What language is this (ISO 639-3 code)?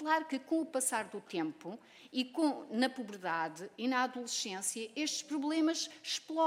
por